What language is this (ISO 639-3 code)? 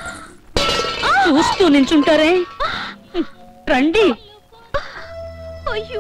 tel